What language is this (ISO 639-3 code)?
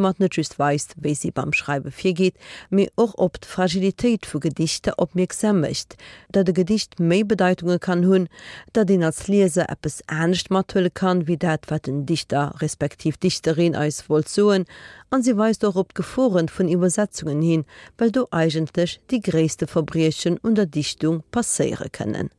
ltz